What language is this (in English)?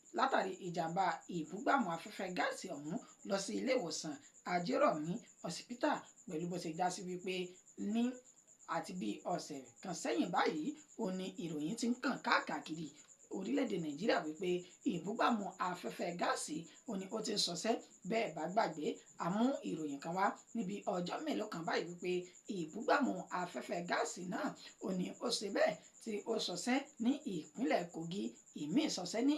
Yoruba